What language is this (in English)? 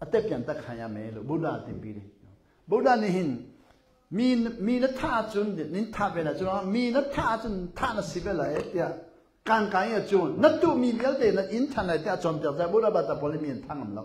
Hakha Chin